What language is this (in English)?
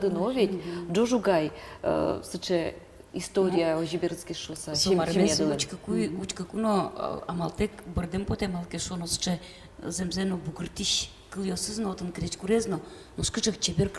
Udmurt